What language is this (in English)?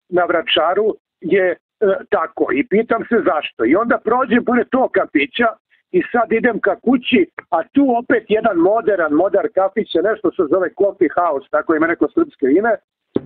Serbian